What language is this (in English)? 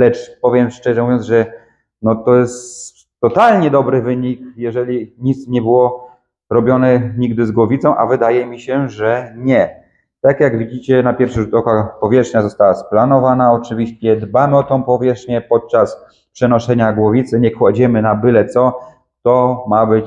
Polish